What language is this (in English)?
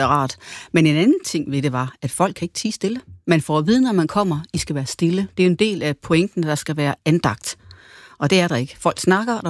Danish